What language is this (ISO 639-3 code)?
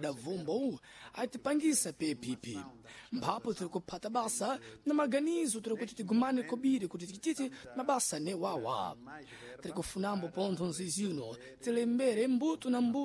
seh